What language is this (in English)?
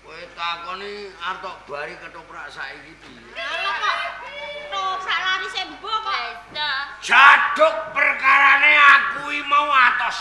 Javanese